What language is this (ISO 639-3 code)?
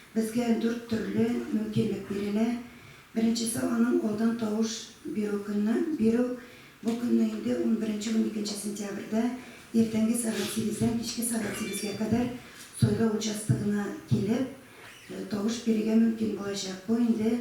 tat